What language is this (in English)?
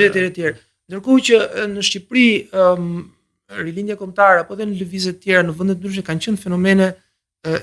Albanian